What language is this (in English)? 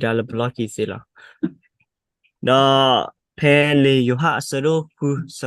S'gaw Karen